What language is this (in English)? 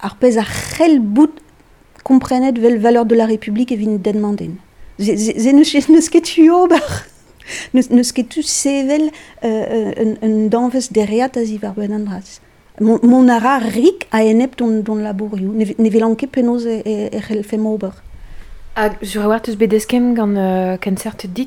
Breton